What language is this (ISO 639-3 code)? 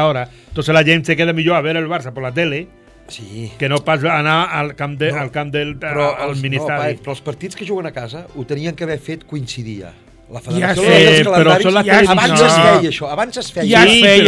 cat